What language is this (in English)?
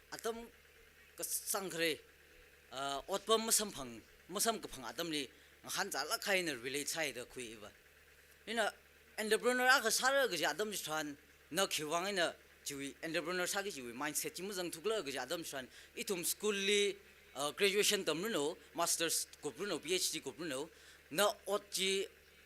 Tangkhul Naga (India)